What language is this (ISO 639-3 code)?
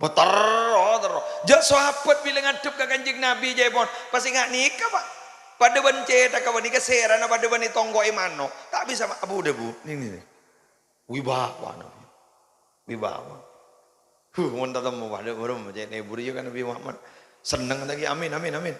mad